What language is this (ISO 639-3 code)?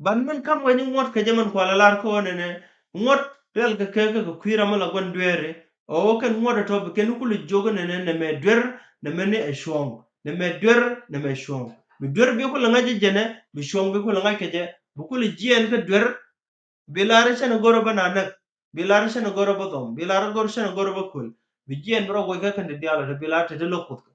nus